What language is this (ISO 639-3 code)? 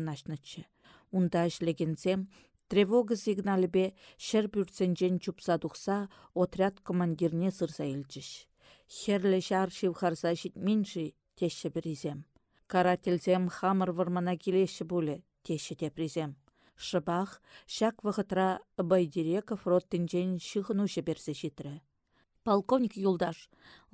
chv